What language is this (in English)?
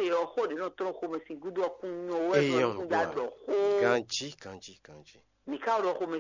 Fon